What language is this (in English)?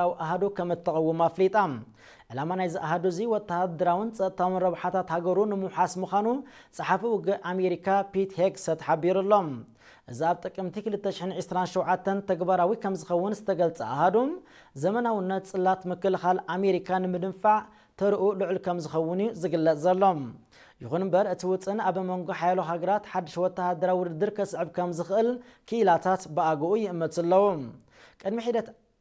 Tigrinya